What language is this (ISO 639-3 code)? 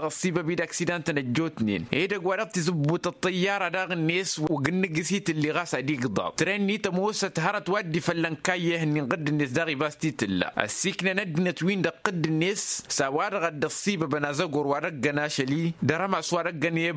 taq